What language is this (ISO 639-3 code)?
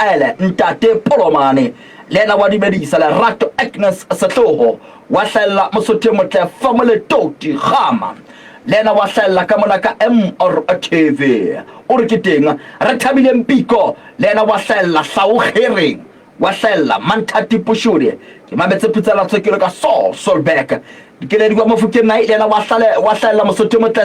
sot